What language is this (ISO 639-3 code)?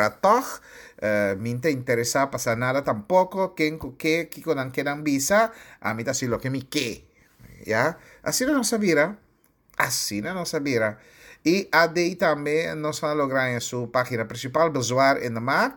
pap